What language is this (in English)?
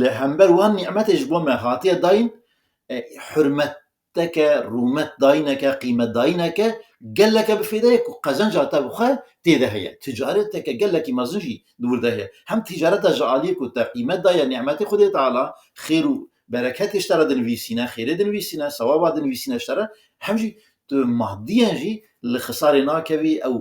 Kurdish